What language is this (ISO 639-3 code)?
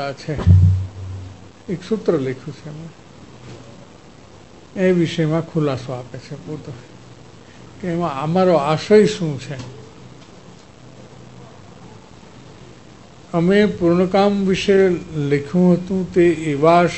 guj